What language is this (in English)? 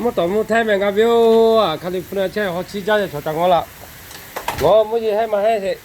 Lahu